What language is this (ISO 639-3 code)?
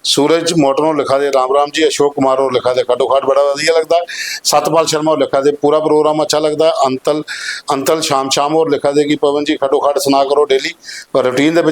doi